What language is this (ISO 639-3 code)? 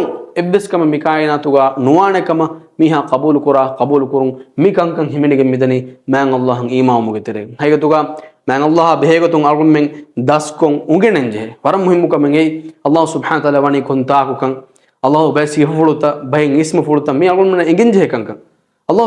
div